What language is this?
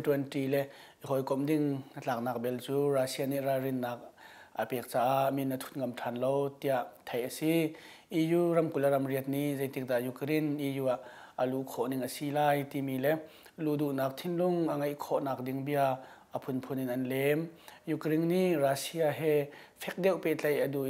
Hakha Chin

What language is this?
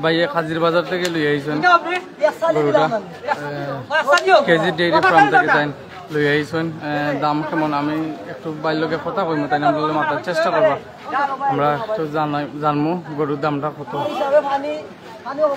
Sylheti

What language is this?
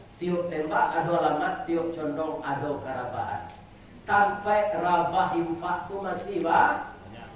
Minangkabau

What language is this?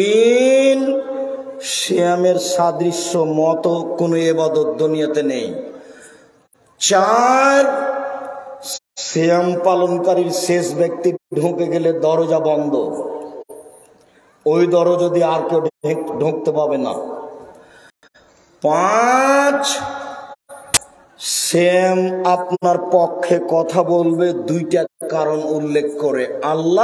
Bangla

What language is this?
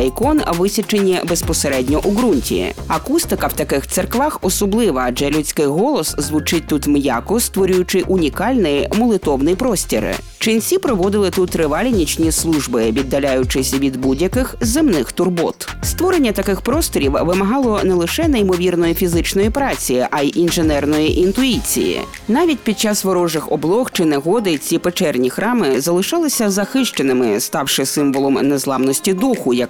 Ukrainian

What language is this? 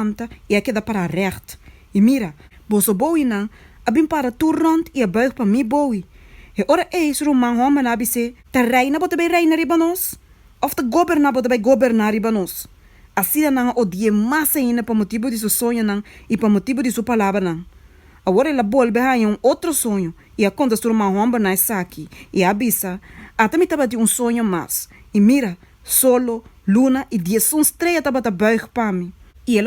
Papiamento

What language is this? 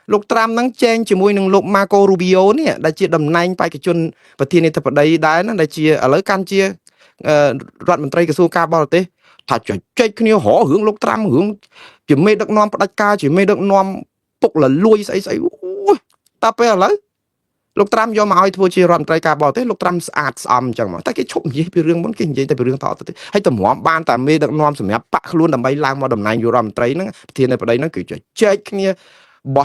Khmer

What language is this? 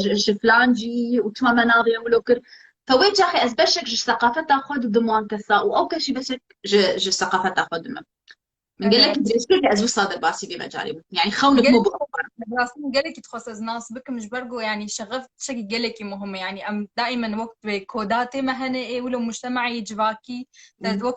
Kurdish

